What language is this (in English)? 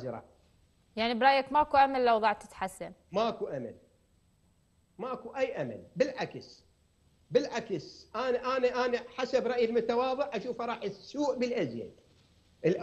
Mesopotamian Arabic